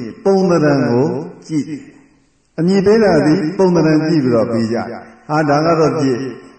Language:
Burmese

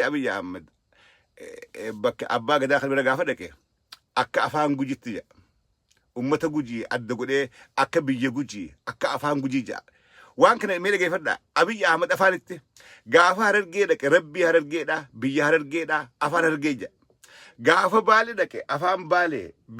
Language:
Oromo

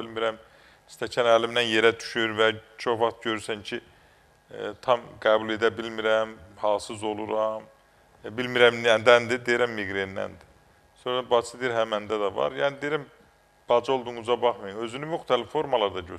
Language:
Azerbaijani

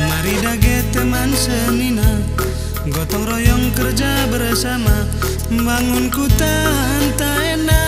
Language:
Batak Karo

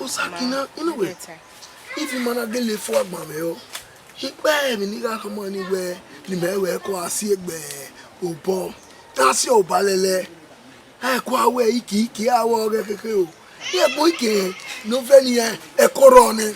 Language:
Bini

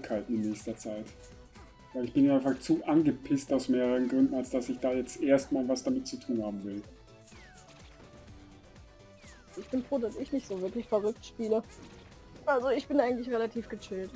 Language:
German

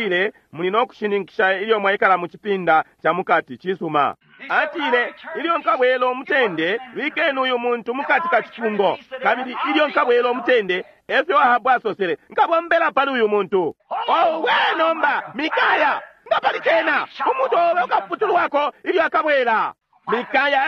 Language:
Bemba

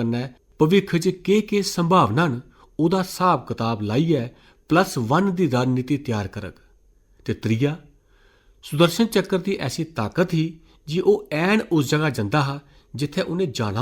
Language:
Dogri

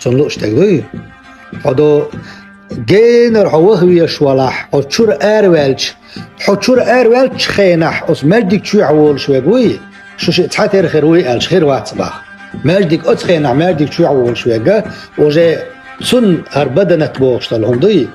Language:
Chechen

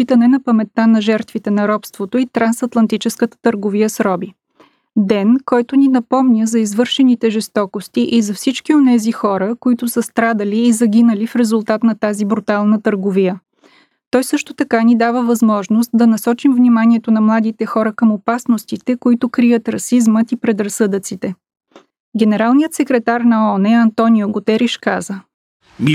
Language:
Bulgarian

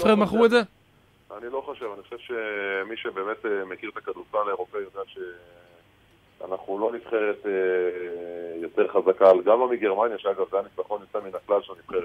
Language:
Hebrew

